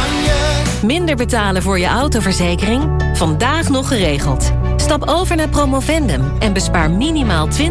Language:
Dutch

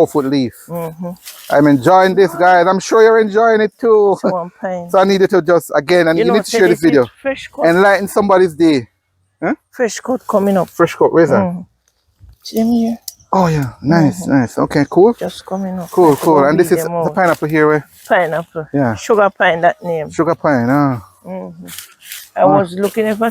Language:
Jamaican Creole English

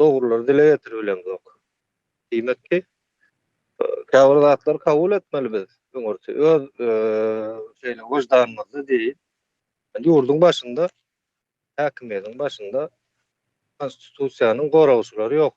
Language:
Turkmen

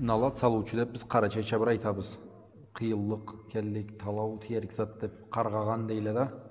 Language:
Karachay-Balkar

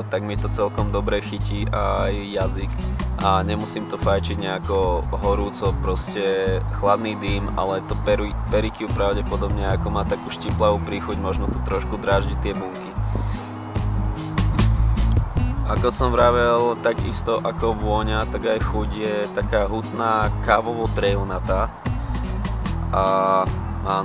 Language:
Slovak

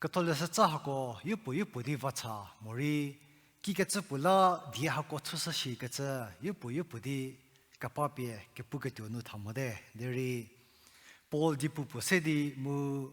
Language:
Angami Naga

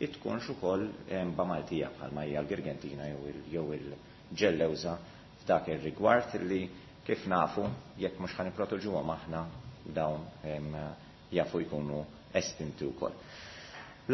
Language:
Maltese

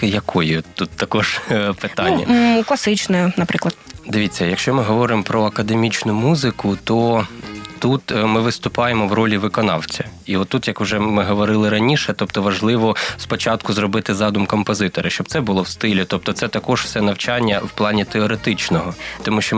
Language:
Ukrainian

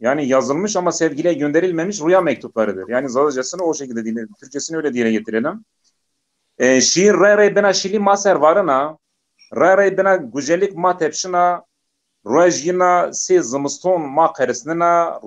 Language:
Zaza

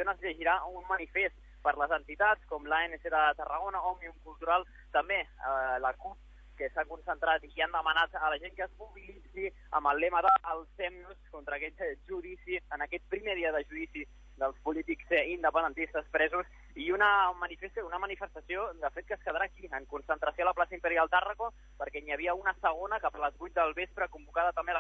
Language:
Catalan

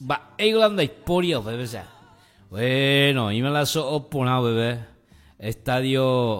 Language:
Guarani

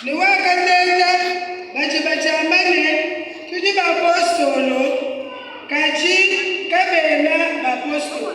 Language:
Luba-Lulua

